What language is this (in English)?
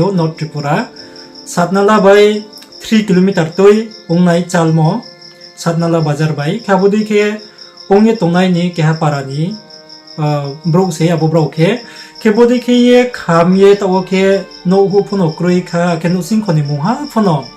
Riang (India)